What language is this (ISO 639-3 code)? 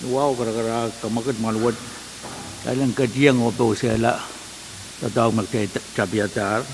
pon